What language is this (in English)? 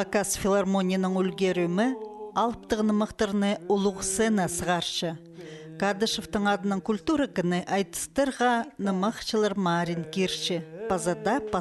Khakas